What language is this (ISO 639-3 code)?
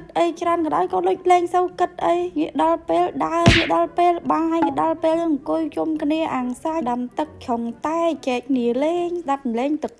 khm